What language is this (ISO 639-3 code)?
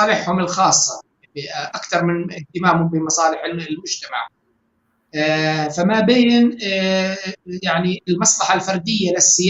apc